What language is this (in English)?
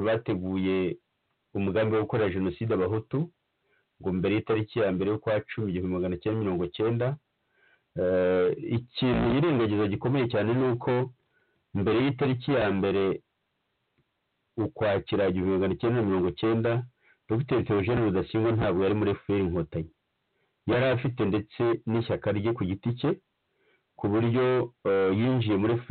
Kinyarwanda